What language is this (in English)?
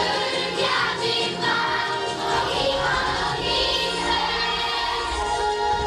Hungarian